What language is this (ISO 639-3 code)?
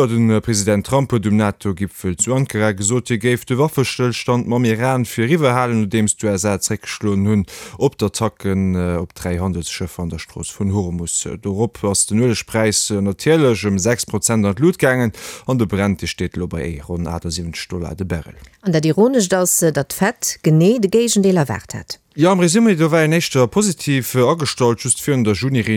ltz